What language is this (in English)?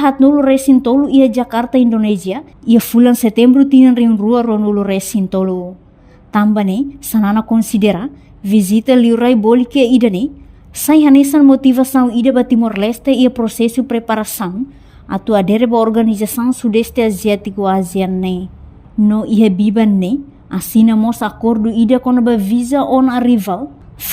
Tetum